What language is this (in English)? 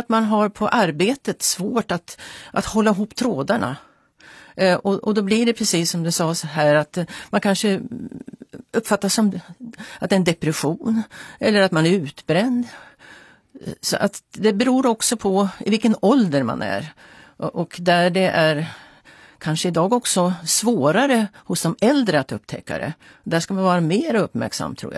Swedish